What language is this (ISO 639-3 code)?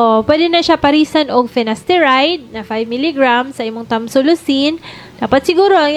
ceb